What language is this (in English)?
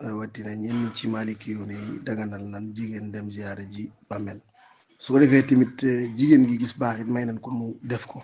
Wolof